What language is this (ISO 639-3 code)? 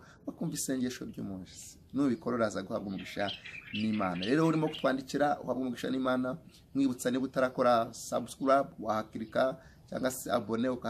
kin